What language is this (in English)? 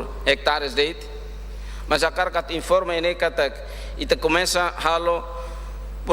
Tetum